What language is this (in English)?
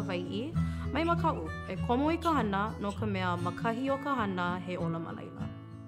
Hawaiian